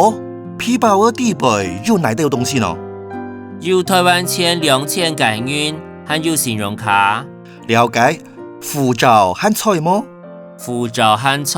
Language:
Hakka Chinese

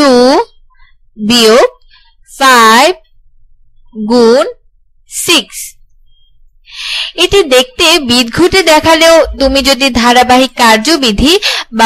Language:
Bangla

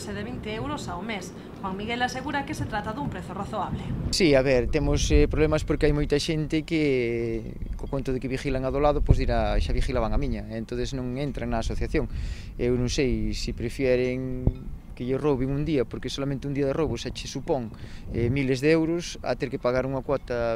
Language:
Galician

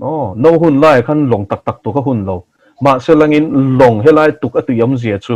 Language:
Mizo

